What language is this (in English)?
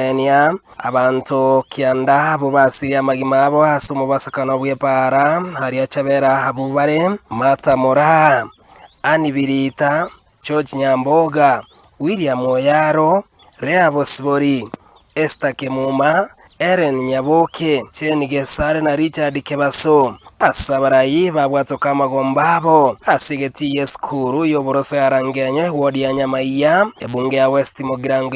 Gusii